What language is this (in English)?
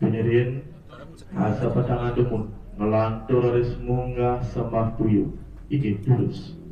Balinese